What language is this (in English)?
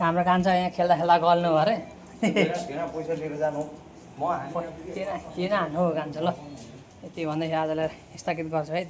Nepali